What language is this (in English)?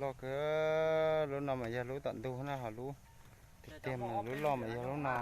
Hmong